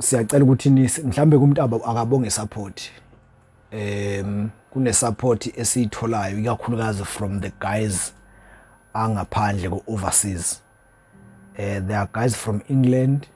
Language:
Zulu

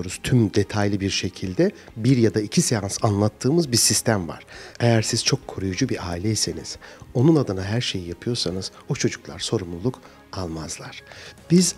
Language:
Turkish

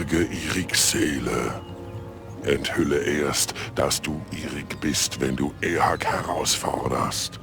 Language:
Bavarian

